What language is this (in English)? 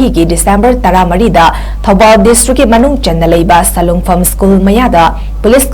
Manipuri